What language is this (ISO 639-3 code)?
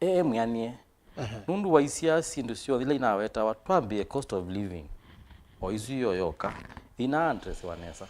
kam